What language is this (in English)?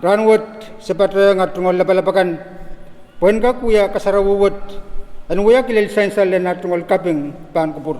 Pohnpeian